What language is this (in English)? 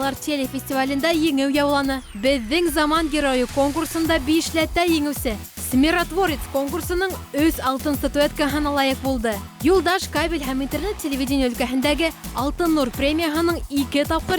Bashkir